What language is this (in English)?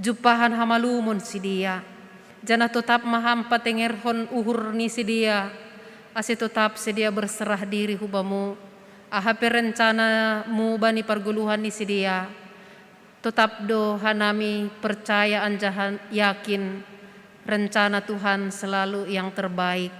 Batak Simalungun